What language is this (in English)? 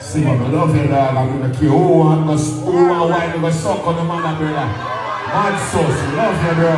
Jamaican Creole English